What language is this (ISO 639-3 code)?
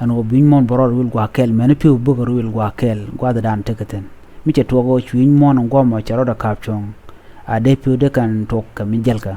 nus